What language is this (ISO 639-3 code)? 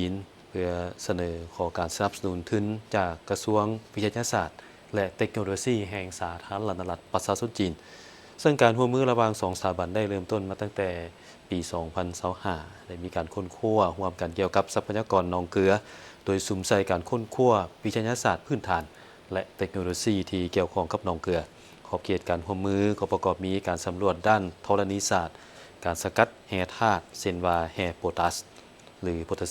lao